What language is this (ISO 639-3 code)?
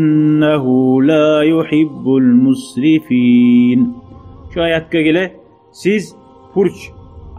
kum